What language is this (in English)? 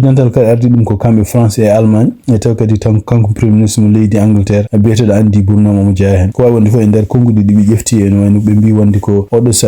Fula